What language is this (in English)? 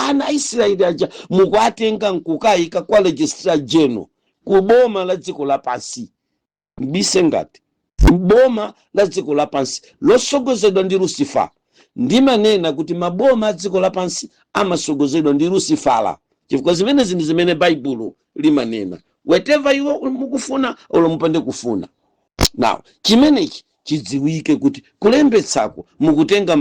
Nyanja